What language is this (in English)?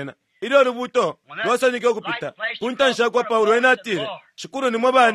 Bemba